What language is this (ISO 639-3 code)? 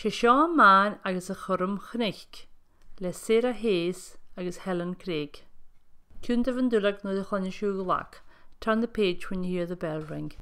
gla